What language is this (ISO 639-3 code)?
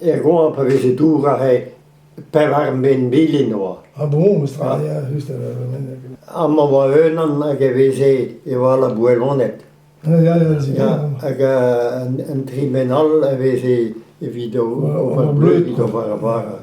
bre